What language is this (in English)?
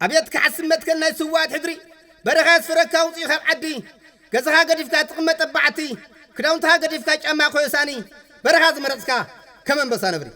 Tigrinya